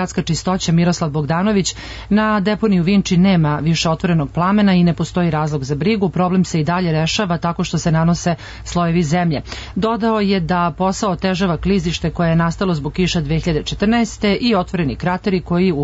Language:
Serbian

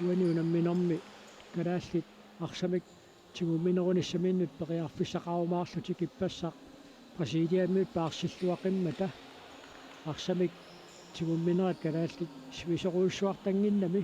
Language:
Kalaallisut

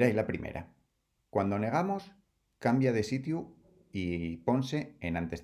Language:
Asturian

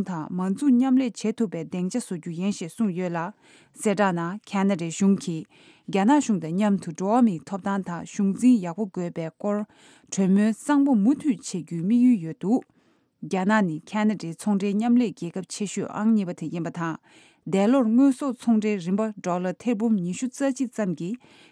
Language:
Tibetan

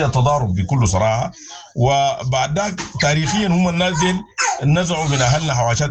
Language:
Sudanese Arabic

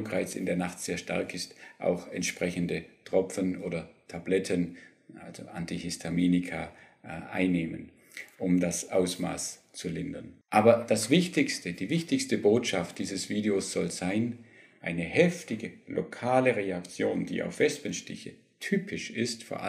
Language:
German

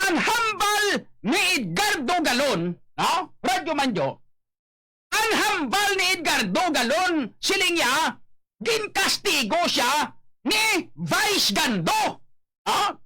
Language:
Hiligaynon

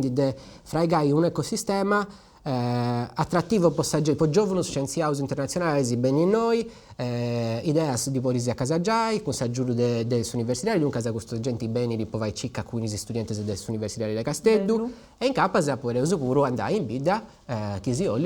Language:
Sardinian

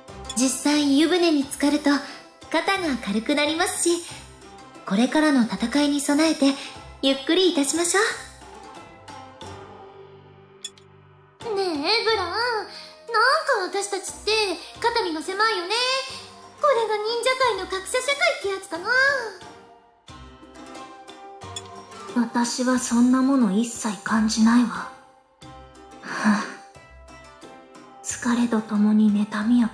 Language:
Japanese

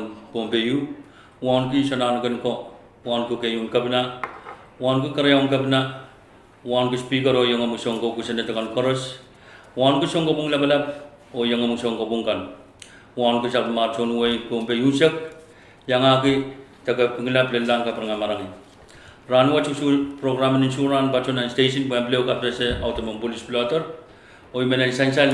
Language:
Pohnpeian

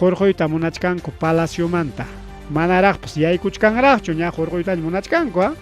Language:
Ayacucho Quechua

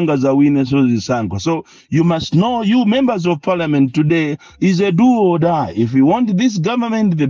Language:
Nyanja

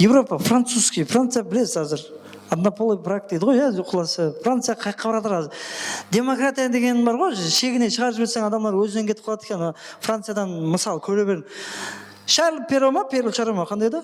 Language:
Kara-Kalpak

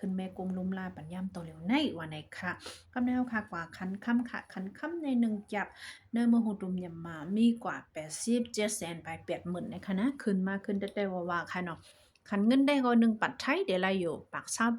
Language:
Shan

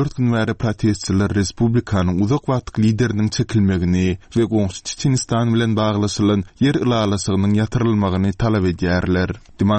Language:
Turkmen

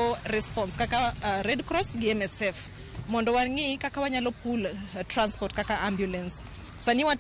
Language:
Luo (Kenya and Tanzania)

